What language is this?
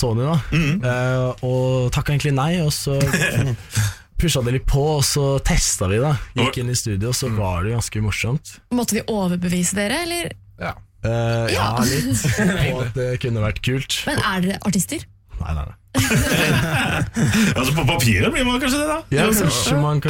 Norwegian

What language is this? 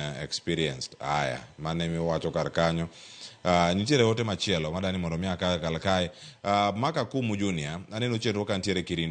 Luo (Kenya and Tanzania)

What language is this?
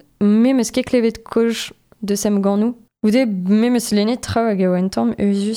Breton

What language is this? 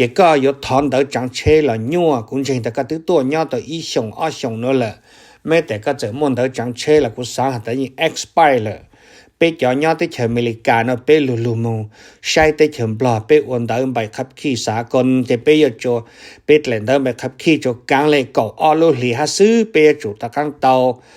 Hmong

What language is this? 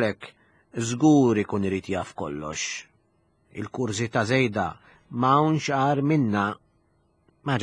Maltese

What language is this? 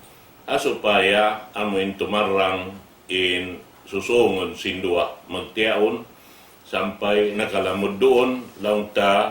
Tausug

